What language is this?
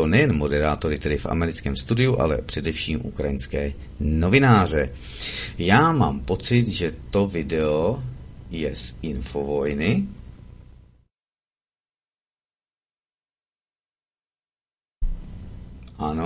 Czech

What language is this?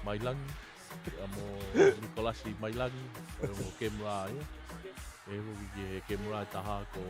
Tongan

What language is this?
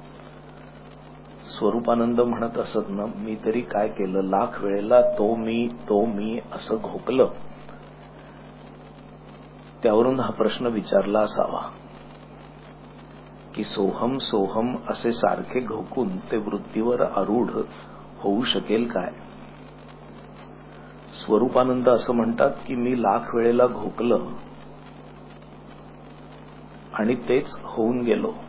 Marathi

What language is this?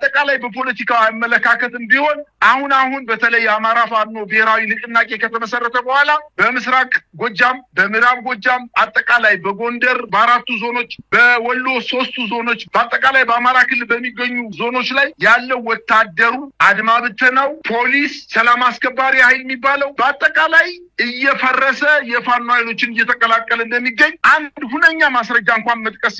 Amharic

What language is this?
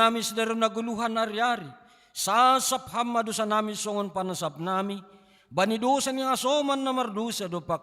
Batak Simalungun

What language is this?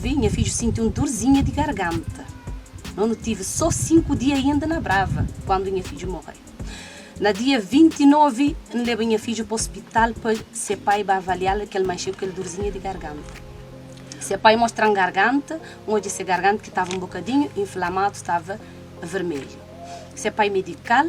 Kabuverdianu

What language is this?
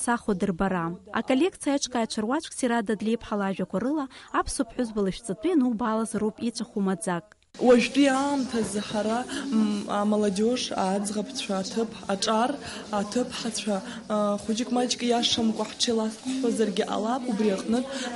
Abkhazian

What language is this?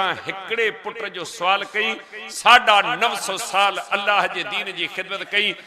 Sindhi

